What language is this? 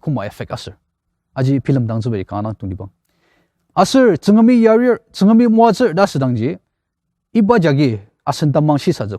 Ao Naga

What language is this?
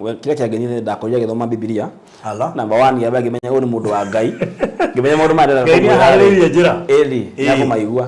Kikuyu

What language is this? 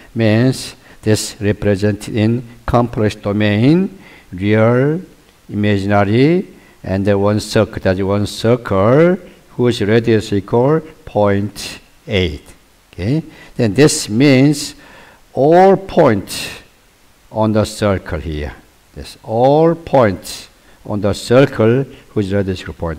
English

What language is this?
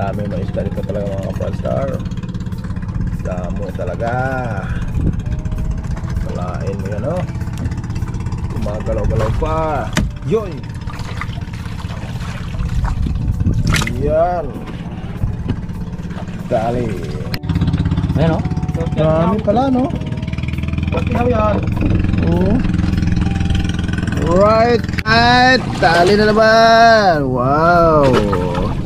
Filipino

